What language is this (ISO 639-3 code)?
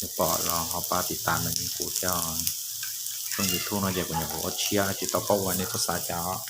hmn